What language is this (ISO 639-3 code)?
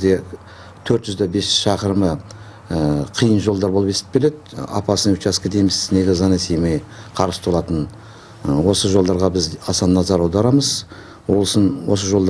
kaz